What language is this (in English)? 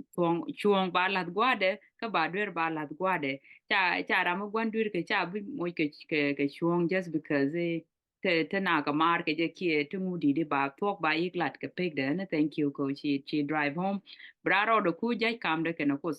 Nuer